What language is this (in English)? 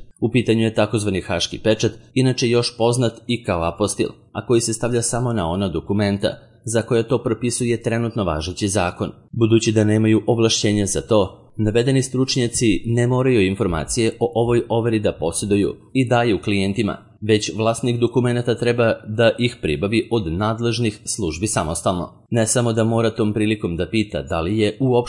Serbian